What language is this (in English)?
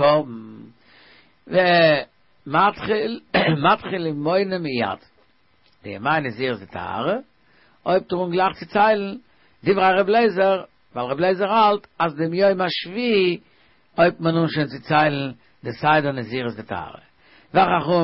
Yiddish